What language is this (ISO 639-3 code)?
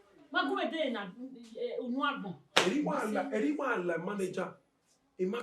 bin